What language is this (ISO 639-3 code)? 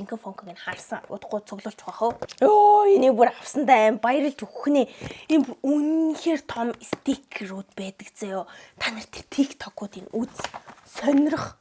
mon